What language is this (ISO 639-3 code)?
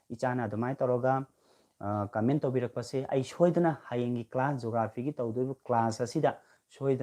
mni